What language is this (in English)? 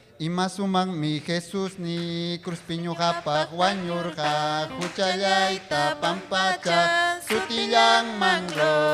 Ayacucho Quechua